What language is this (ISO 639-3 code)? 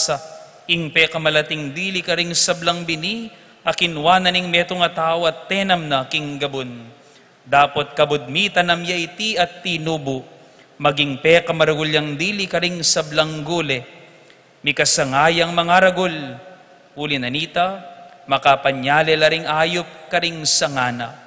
pam